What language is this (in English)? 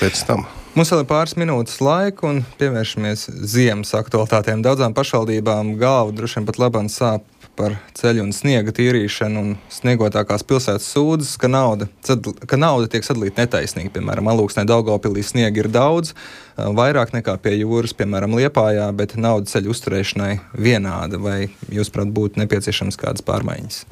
Latvian